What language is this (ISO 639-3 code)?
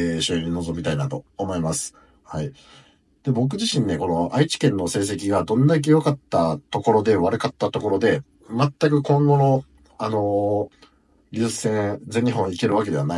jpn